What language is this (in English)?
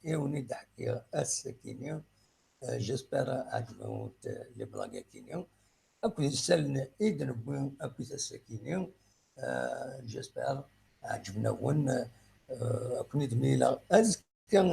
Kabyle